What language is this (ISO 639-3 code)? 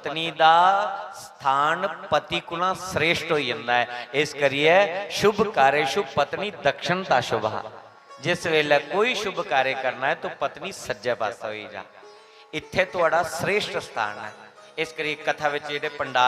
doi